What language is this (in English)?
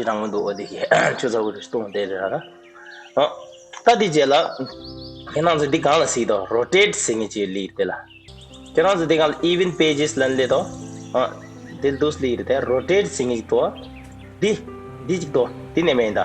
Tibetan